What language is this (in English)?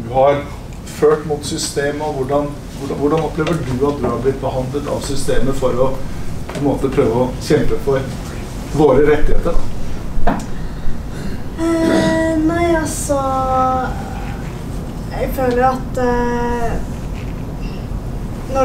Norwegian